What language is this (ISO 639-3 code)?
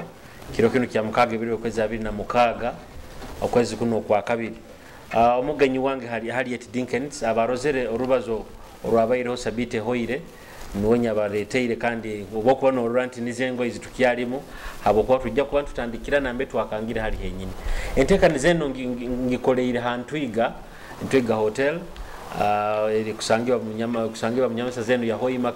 nyo